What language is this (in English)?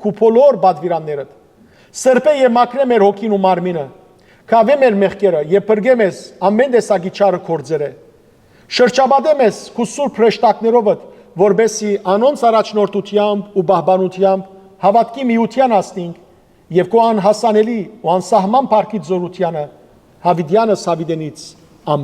Western Armenian